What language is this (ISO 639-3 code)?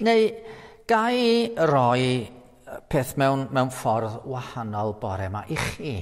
cym